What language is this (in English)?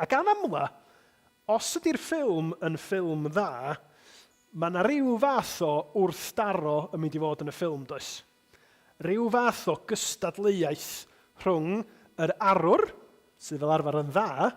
Welsh